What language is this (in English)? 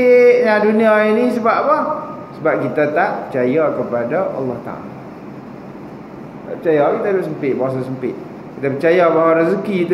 Malay